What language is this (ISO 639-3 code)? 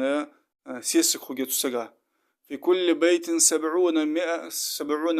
inh